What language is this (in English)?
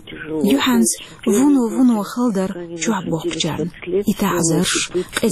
Chechen